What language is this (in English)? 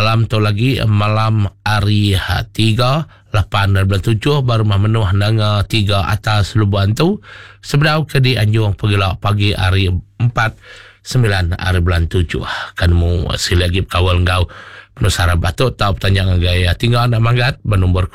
Iban